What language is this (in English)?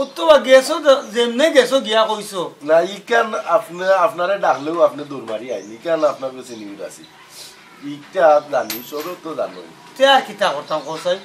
Sylheti